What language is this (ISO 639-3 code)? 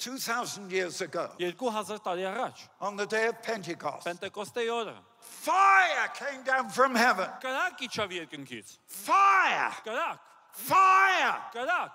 hye